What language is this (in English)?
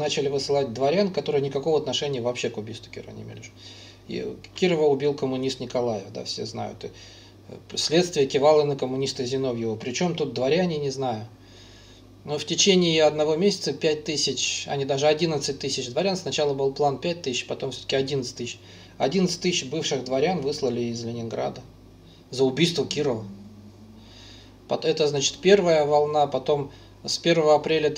Russian